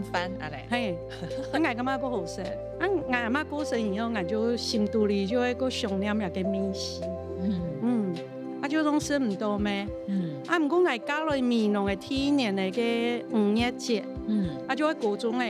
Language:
Hakka Chinese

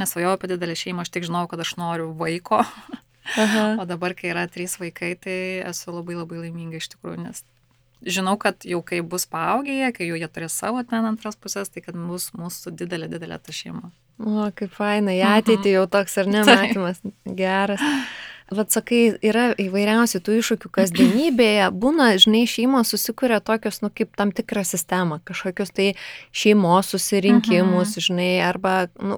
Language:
Lithuanian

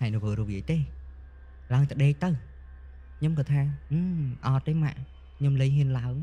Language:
Khmer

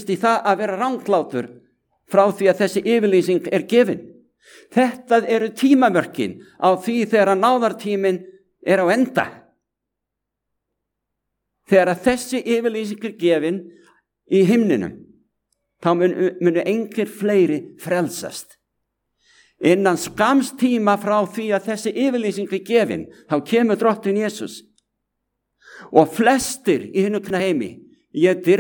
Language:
Icelandic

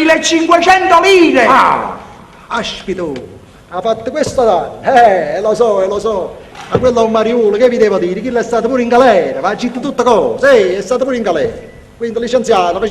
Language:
Neapolitan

